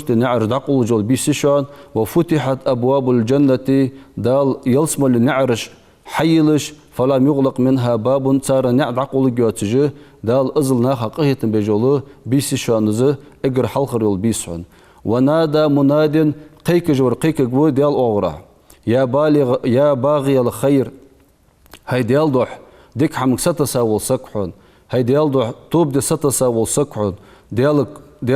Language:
Ingush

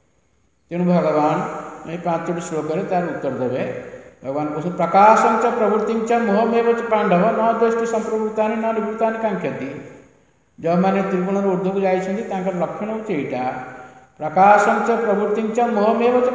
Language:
Odia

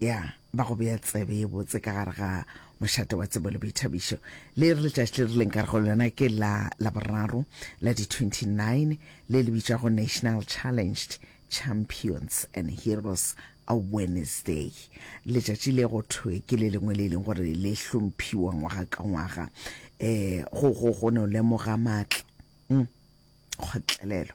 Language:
Northern Sotho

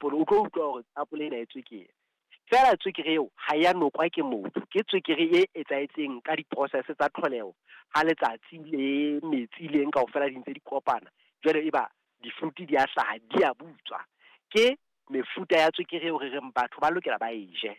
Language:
Southern Sotho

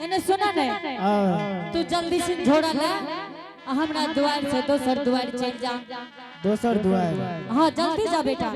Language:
Angika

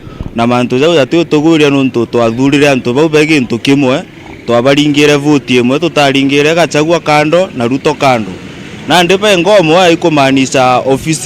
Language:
Meru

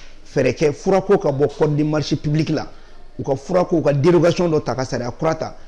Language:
Bambara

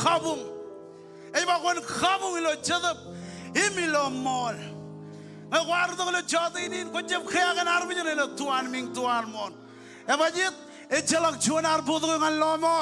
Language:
Marshallese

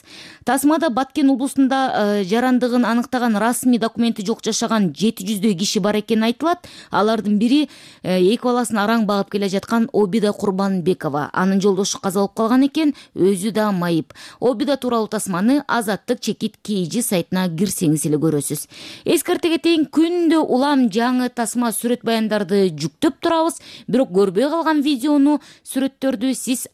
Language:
Kyrgyz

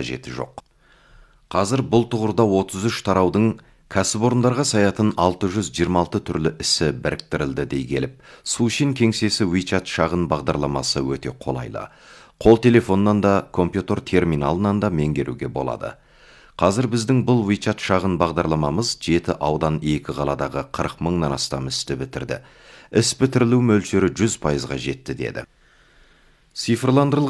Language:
Kazakh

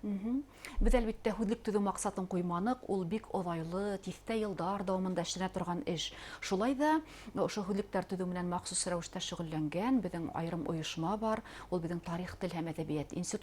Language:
Bashkir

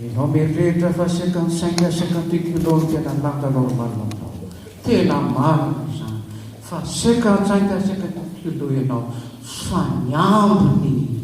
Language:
Malagasy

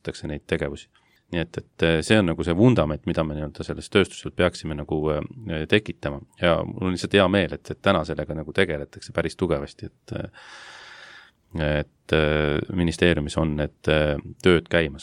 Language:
Estonian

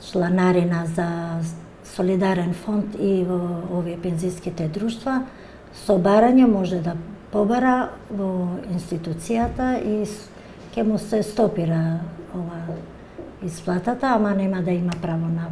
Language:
Macedonian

